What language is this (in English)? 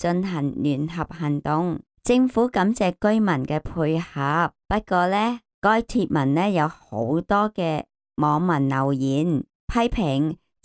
Cantonese